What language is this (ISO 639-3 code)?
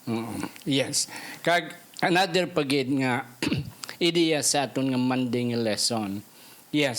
hil